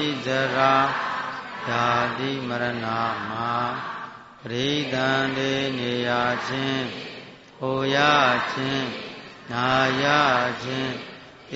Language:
Burmese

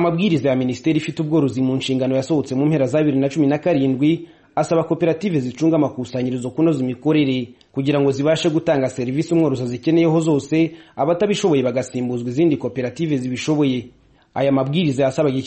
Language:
Kinyarwanda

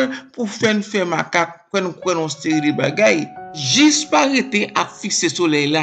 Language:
Haitian Creole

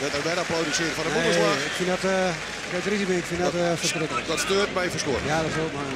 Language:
Western Frisian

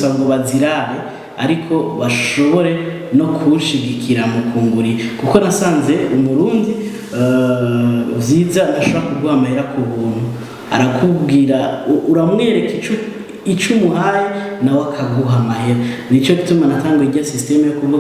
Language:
Rundi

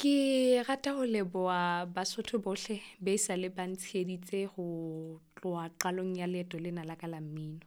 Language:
Southern Sotho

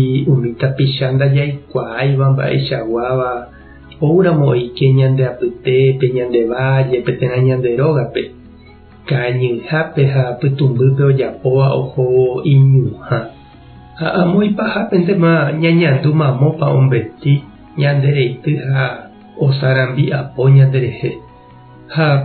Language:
Guarani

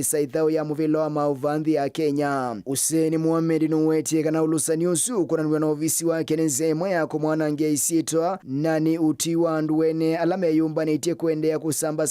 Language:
Kamba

